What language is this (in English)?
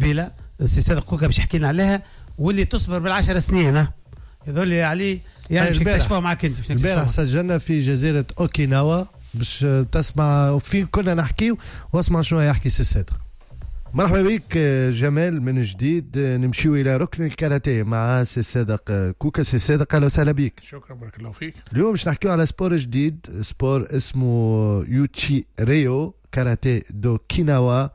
Tunisian Arabic